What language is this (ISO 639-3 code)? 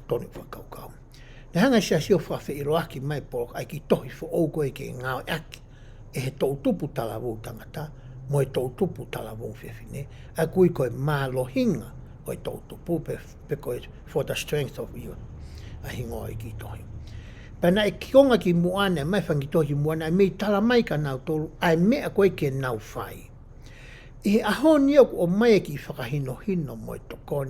ton